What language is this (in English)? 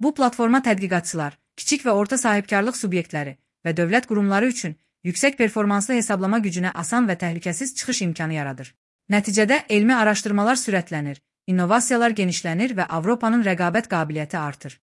Azerbaijani